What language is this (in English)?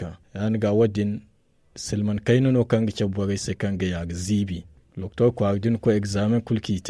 Zarma